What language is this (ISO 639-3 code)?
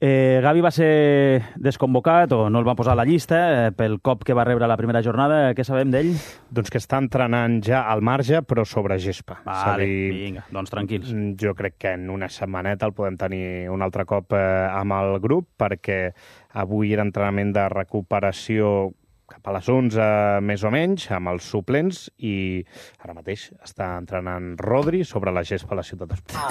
cat